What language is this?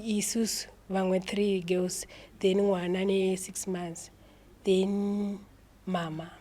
Shona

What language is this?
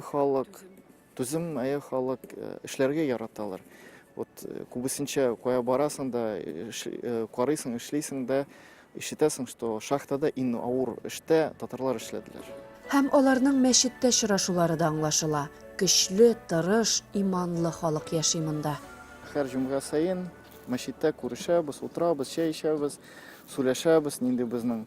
Tatar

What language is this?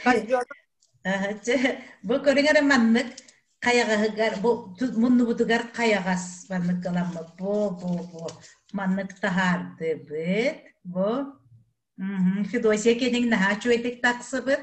Yakut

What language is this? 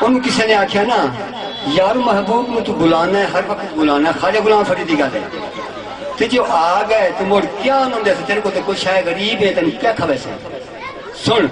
Saraiki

